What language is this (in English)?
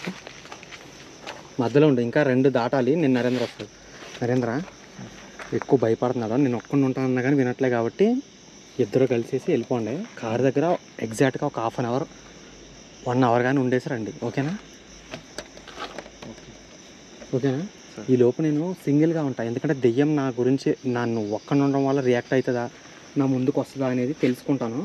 Telugu